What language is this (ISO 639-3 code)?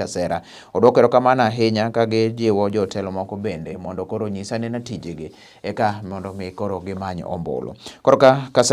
luo